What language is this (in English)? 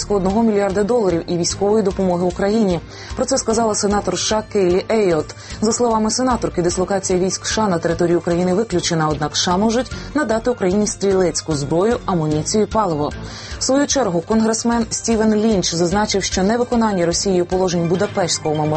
Ukrainian